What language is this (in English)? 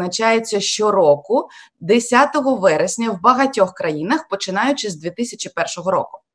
Ukrainian